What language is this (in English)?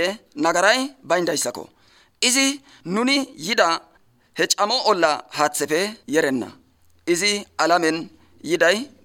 Tigrinya